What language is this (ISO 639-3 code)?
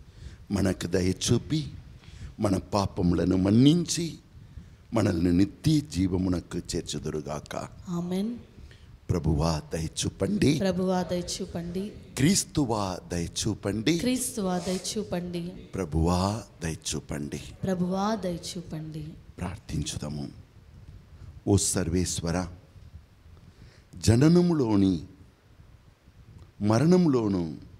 tel